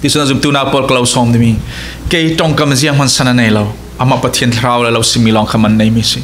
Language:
Falam Chin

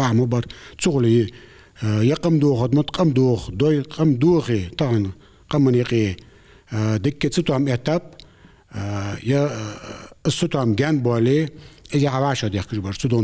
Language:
Ingush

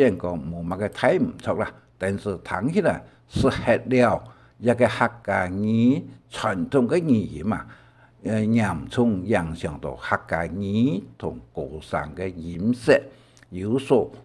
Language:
Hakka Chinese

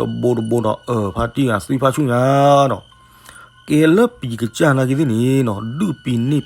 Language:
S'gaw Karen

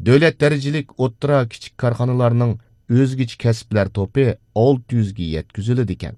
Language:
Uyghur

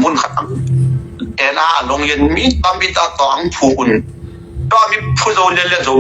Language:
Tedim Chin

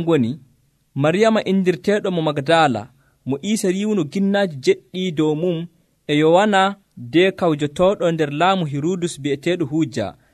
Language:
Nigerian Fulfulde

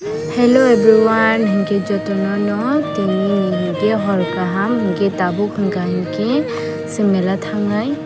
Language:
Kok Borok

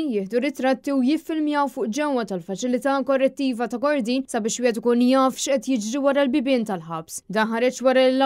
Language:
Maltese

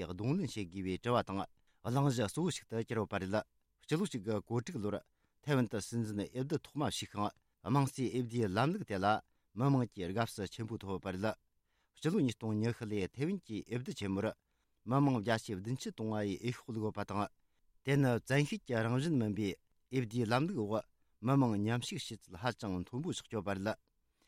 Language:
Tibetan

